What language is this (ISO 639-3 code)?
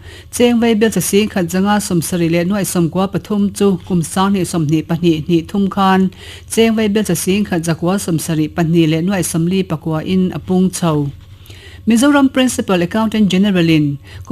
lus